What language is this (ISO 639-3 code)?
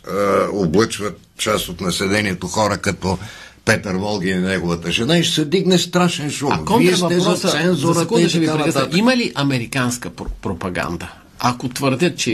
bul